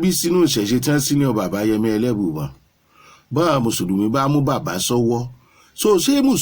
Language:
Yoruba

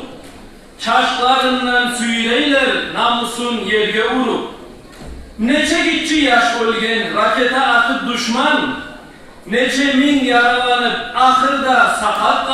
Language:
Kumyk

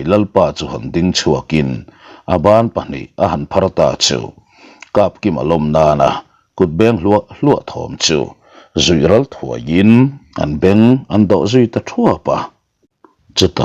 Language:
Mizo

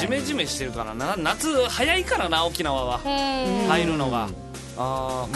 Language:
Japanese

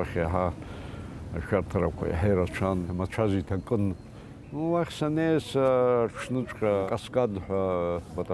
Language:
Abkhazian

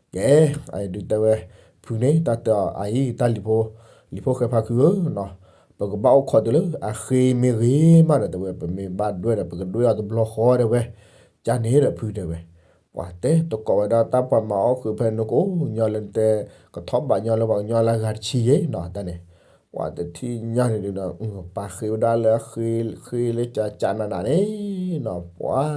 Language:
S'gaw Karen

